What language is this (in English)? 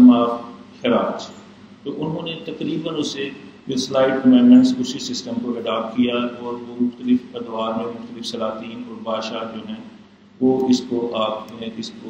Urdu